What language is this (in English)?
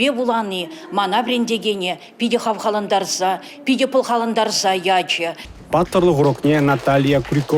Chuvash